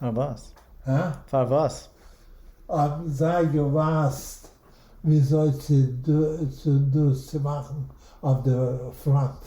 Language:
Yiddish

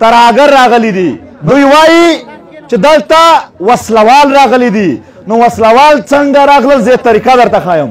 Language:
Pashto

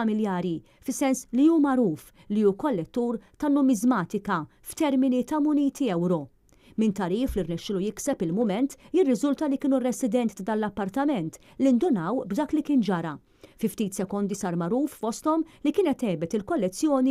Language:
Maltese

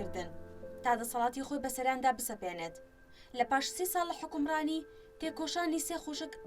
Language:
Central Kurdish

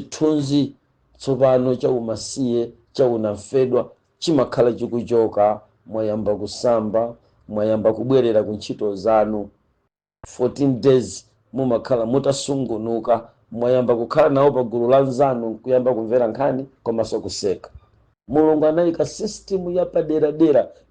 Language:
Nyanja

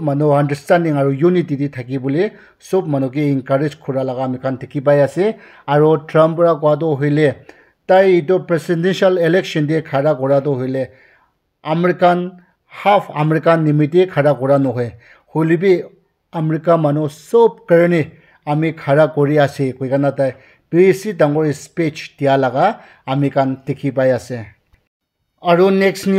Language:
Naga Pidgin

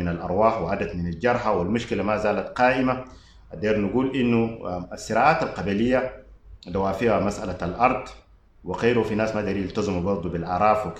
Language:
Sudanese Arabic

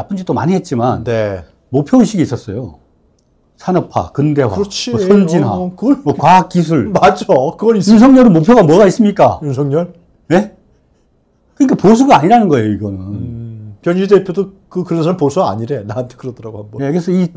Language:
Korean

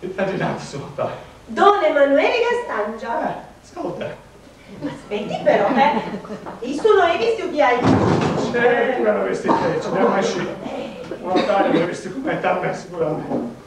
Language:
Sardinian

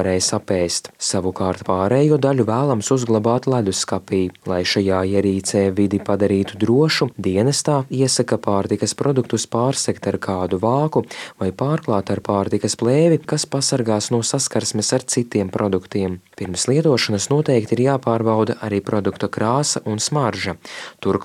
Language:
Latvian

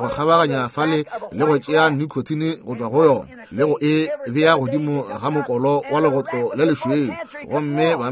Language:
Northern Sotho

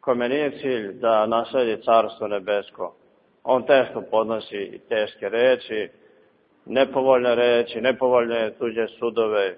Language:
Serbian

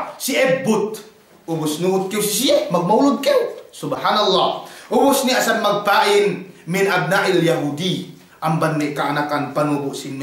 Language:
Yakan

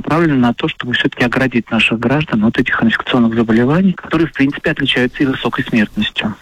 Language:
Russian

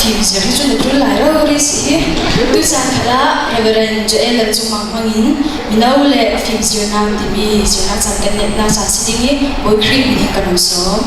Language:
Falam Chin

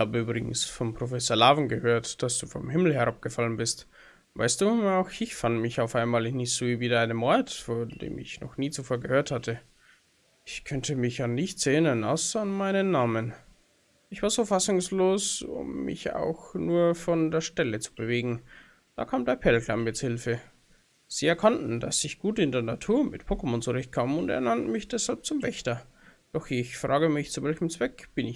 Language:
Bavarian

